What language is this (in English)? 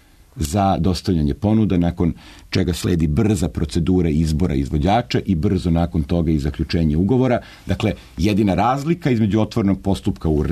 Serbian